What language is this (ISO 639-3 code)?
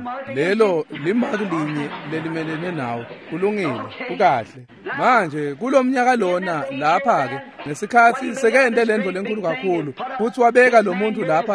ssw